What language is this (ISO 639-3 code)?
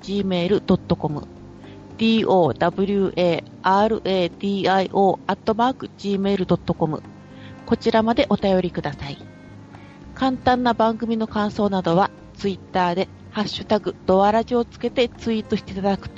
jpn